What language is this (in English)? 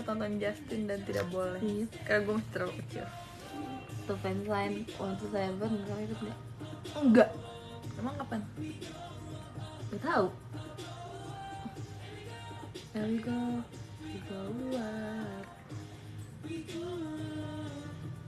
Indonesian